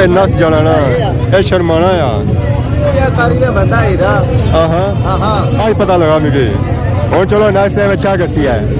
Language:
Pahari-Potwari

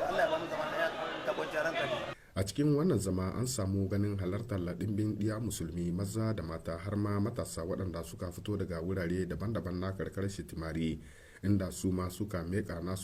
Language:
Hausa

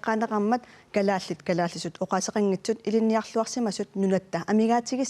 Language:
Kalaallisut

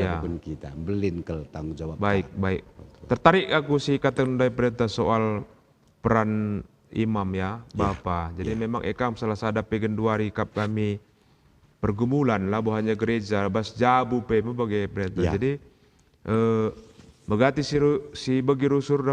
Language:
Batak Karo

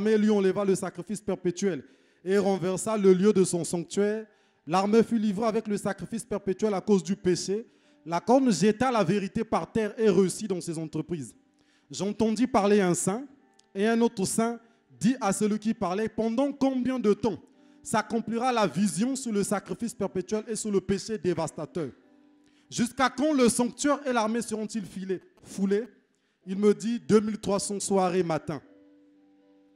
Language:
French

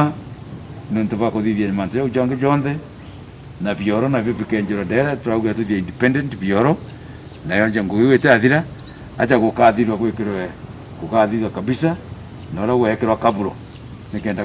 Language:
Meru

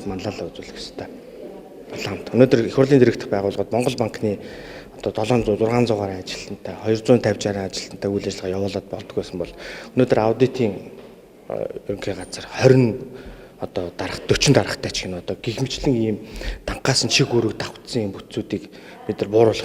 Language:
Mongolian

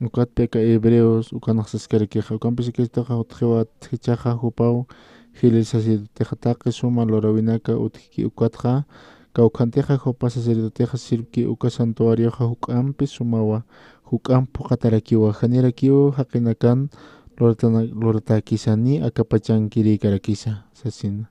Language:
Aymara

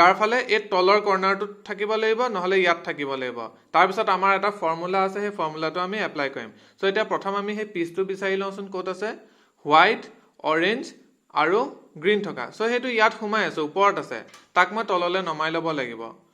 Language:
Assamese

